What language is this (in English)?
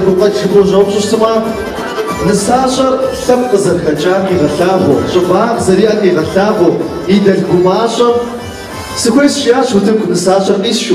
Kabardian